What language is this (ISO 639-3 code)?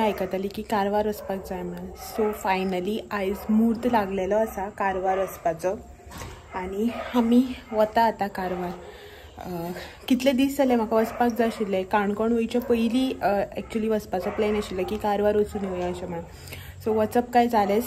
kok